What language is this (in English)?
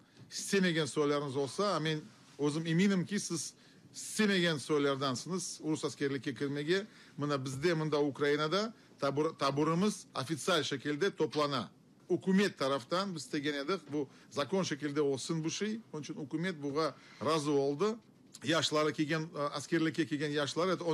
Crimean Tatar